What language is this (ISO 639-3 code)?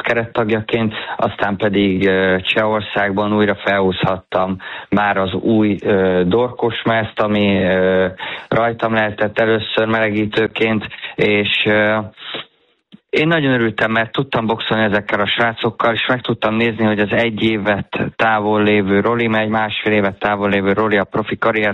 hun